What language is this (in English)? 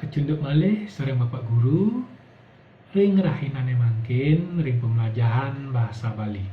Balinese